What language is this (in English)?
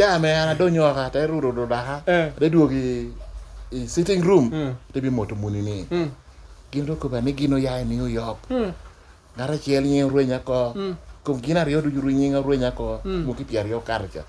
Lango (Uganda)